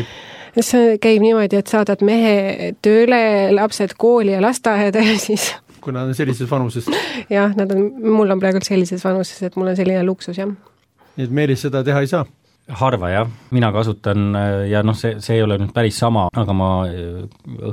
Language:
Estonian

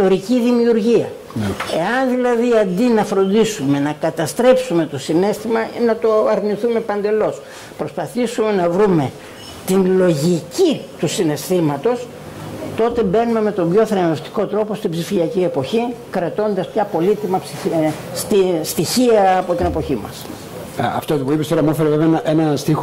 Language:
Greek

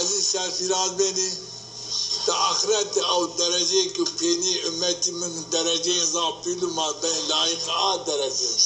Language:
Zaza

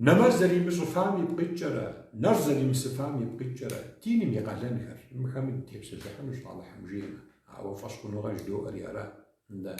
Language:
Kabardian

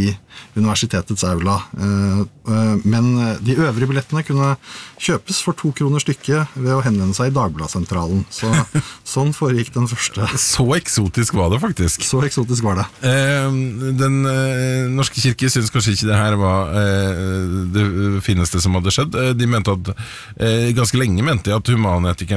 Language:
Norwegian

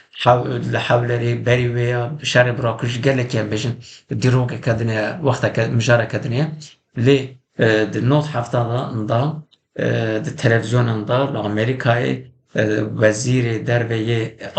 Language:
Kurdish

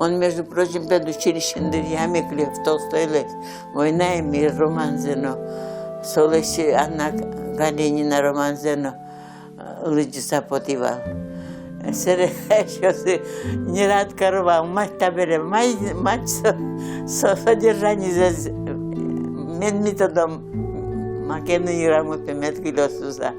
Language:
Udmurt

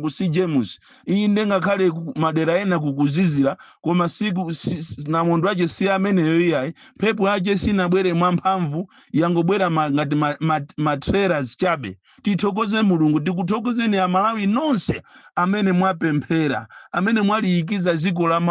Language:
Nyanja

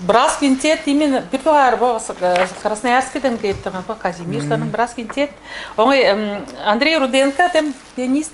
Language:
Tuvinian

